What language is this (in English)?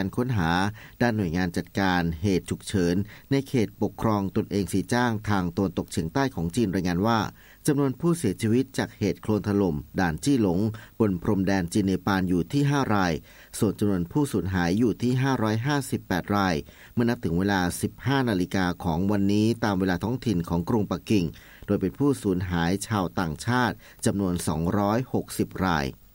Thai